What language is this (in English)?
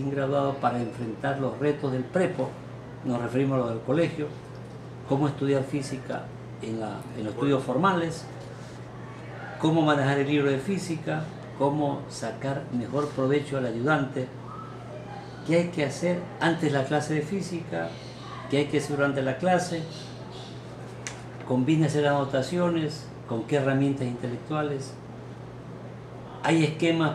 Spanish